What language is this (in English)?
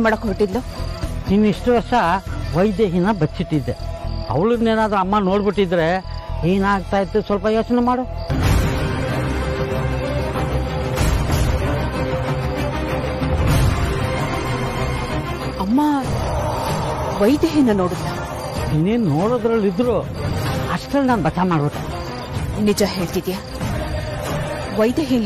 Kannada